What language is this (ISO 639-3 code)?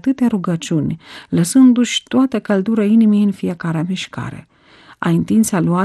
ron